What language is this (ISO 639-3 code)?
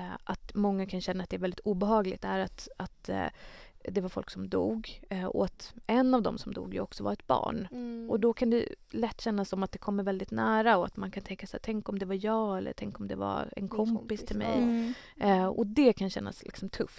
swe